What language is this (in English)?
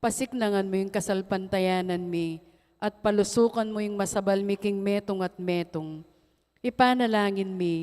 Pampanga